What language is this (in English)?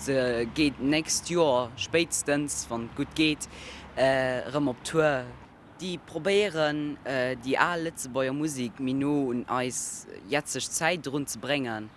Luxembourgish